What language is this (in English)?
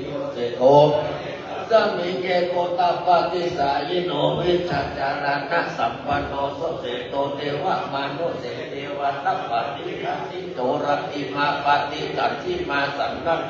Pali